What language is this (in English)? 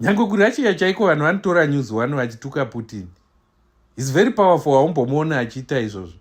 Shona